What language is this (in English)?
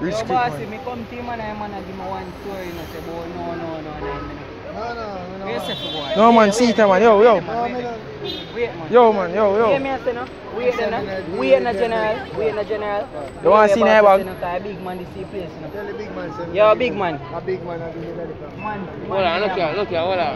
Jamaican Creole English